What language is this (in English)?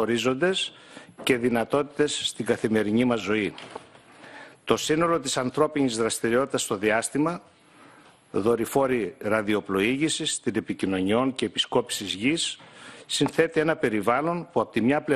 Greek